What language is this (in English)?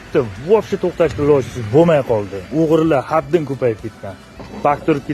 Uzbek